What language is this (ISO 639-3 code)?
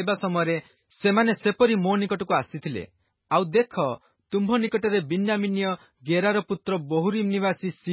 ori